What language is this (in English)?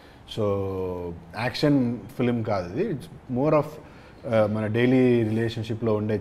Telugu